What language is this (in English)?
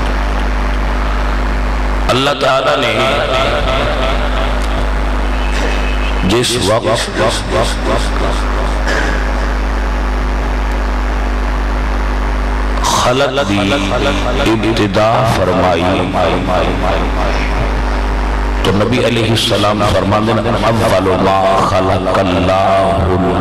Urdu